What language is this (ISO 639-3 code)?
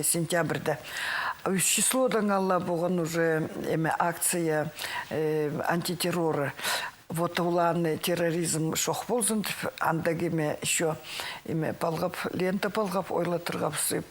kjh